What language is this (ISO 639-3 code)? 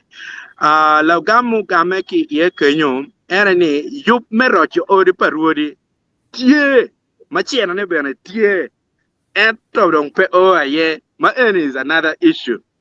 ach